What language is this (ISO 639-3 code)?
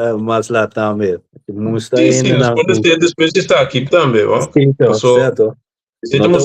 pap